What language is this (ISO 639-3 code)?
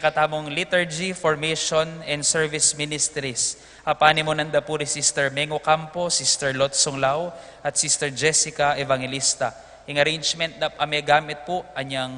pam